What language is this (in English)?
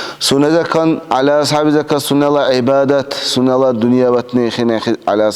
Dargwa